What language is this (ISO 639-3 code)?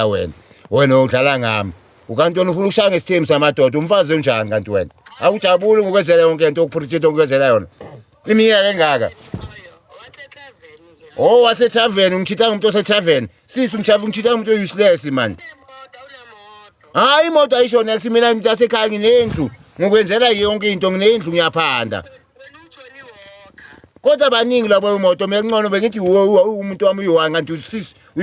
zul